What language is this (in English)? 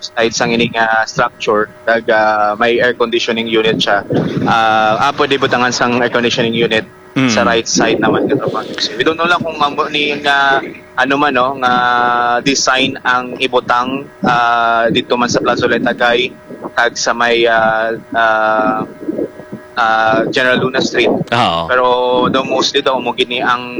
Hiligaynon